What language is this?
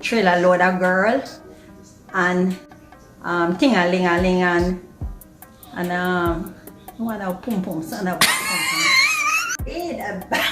Jamaican Creole English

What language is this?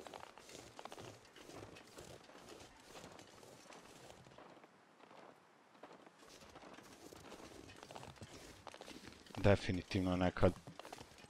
Croatian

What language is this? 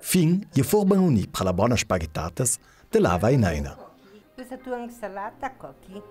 Ladin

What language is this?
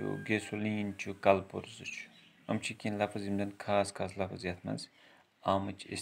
Kashmiri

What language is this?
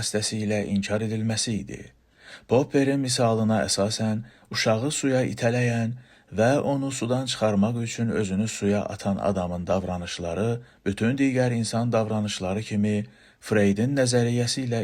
Azerbaijani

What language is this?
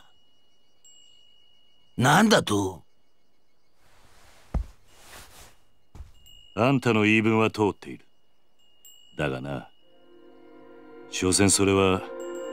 Japanese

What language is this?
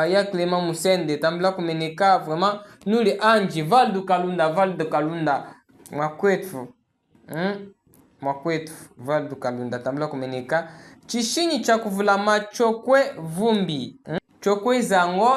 Chokwe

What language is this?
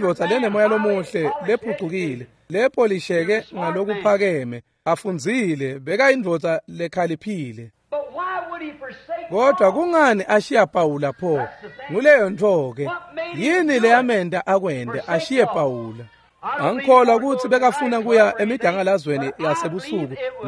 Swati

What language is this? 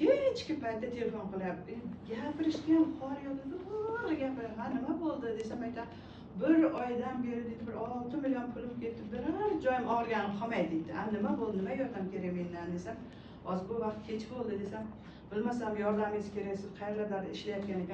Uzbek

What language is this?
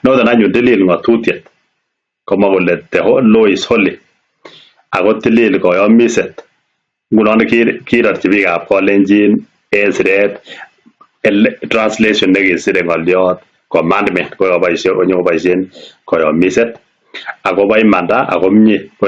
Kalenjin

